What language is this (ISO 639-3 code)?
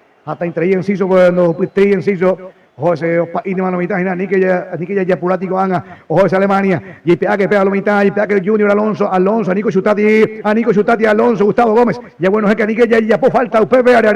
grn